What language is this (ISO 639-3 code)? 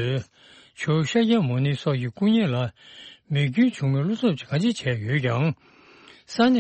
bod